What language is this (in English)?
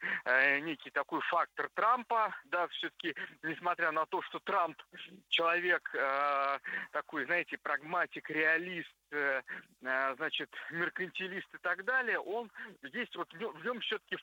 Russian